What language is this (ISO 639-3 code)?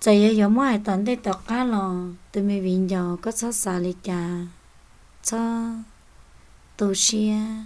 hmn